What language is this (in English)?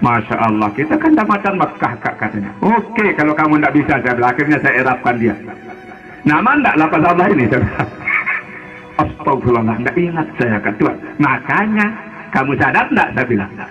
Sasak